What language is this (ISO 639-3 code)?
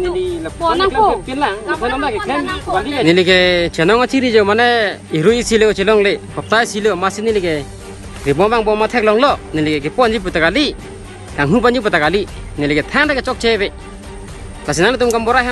mjw